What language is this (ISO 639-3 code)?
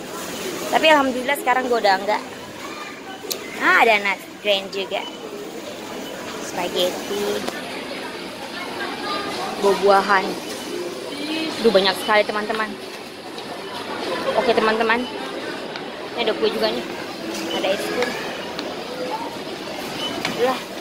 ind